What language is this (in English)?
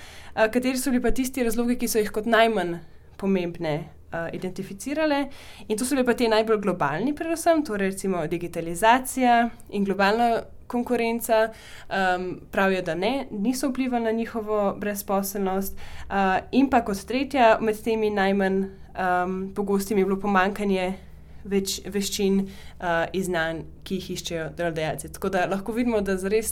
Slovenian